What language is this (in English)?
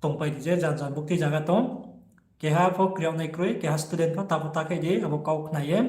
Riang (India)